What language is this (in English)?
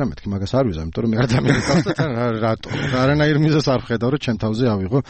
Georgian